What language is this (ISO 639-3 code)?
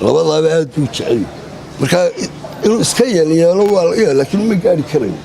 som